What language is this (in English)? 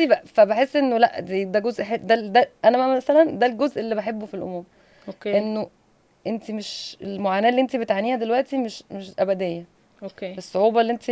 Egyptian Arabic